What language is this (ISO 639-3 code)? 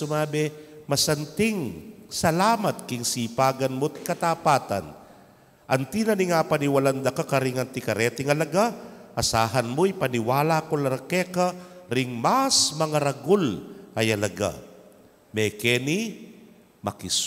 pam